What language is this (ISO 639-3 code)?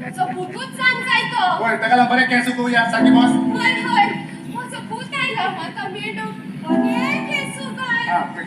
kok